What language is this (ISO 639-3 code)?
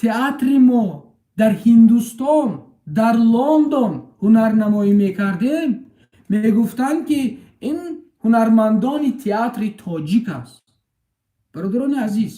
tgk